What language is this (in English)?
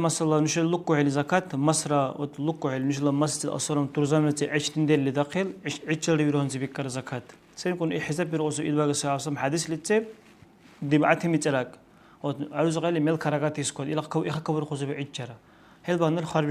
Dargwa